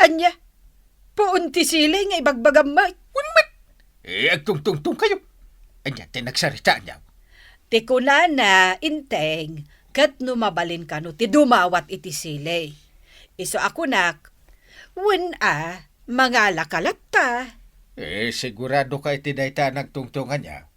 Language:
Iloko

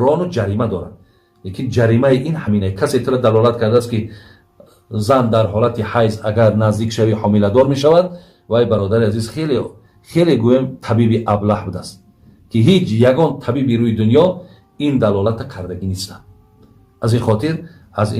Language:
Tajik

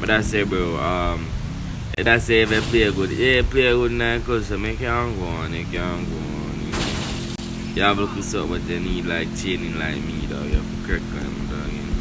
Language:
Jamaican Creole English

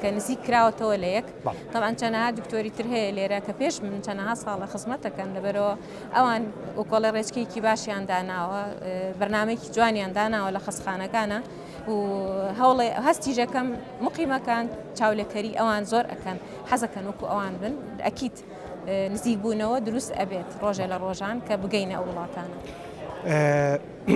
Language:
Central Kurdish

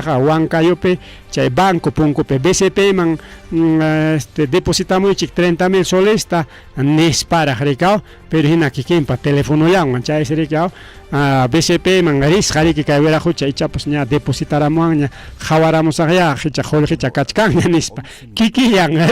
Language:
Ayacucho Quechua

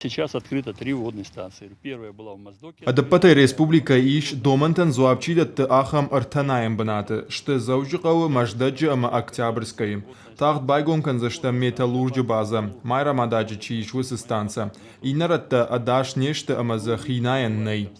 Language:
Ossetic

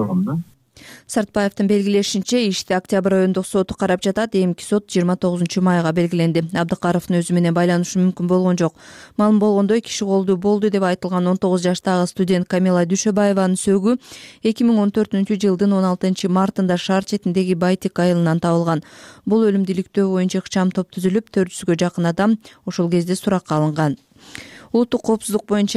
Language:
Kyrgyz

